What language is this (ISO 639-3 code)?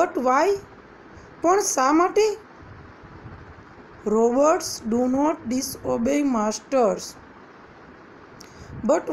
guj